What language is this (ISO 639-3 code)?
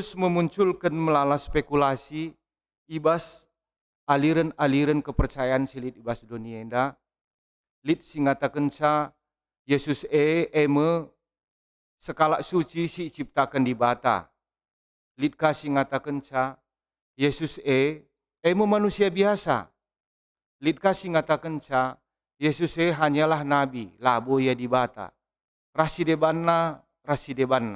btx